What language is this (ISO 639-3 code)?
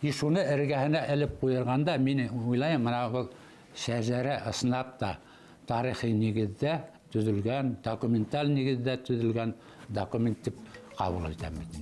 bak